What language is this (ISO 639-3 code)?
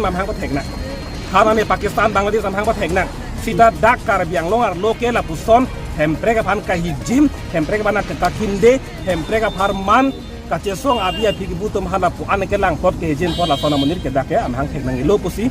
mjw